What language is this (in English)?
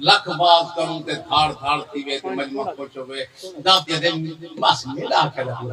Saraiki